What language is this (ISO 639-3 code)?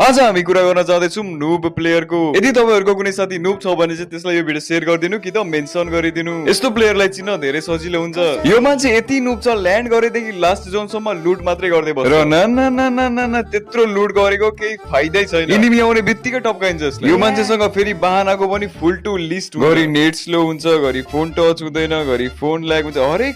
nep